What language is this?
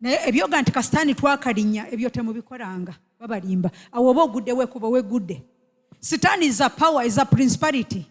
Ganda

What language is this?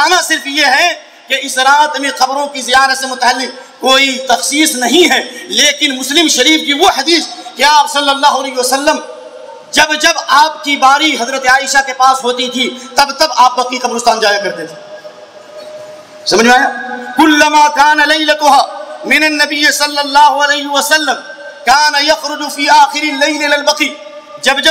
Urdu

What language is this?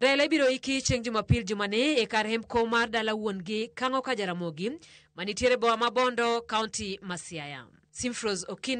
Luo (Kenya and Tanzania)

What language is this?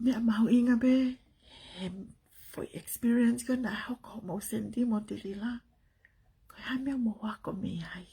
Tongan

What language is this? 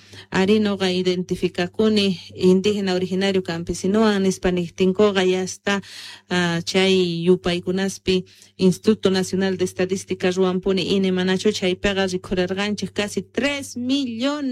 Quechua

